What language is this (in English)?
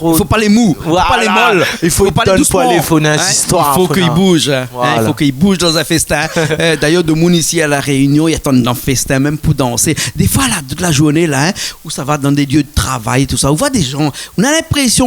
Réunion Creole French